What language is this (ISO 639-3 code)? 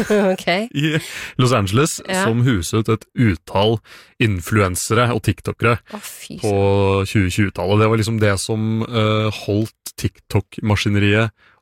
nor